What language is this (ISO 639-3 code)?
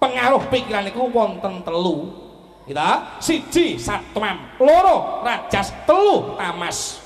jav